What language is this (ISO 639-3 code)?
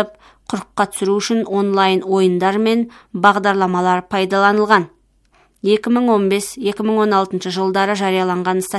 kaz